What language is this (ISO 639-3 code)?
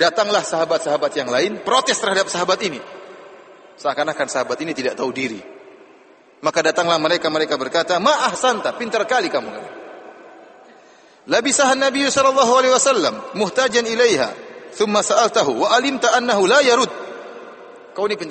ind